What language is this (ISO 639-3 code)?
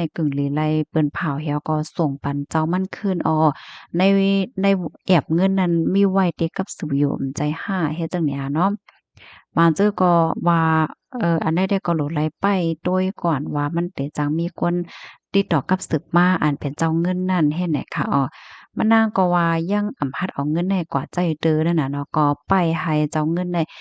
shn